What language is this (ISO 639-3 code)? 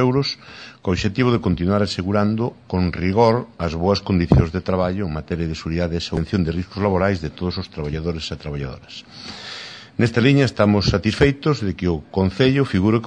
glg